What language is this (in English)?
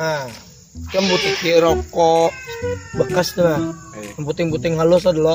Banjar